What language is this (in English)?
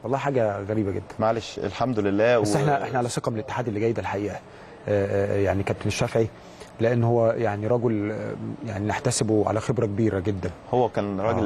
Egyptian Arabic